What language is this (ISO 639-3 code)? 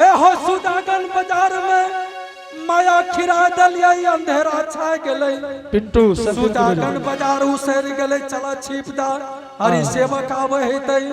anp